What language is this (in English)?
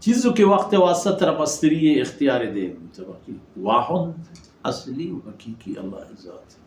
Baluchi